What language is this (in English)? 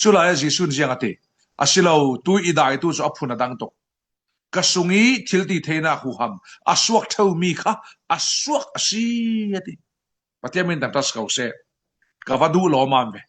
Falam Chin